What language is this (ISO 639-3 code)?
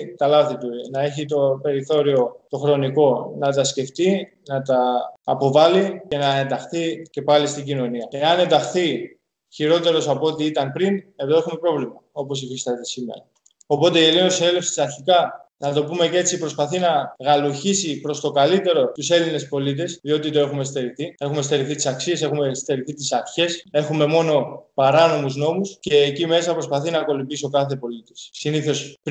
ell